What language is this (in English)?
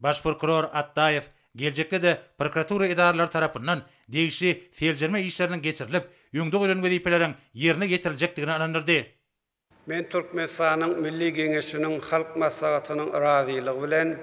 Turkmen